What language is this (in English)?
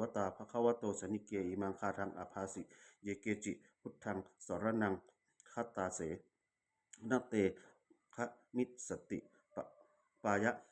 Pali